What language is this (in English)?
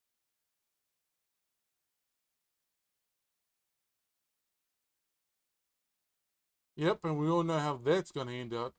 English